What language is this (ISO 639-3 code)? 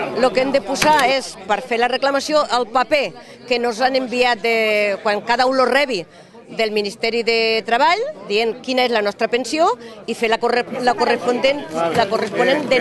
cat